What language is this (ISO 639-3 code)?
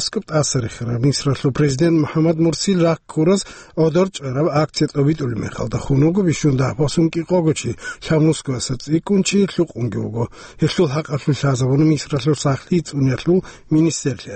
ava